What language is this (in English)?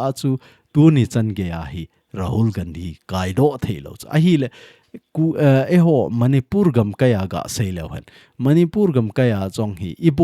Thado Chin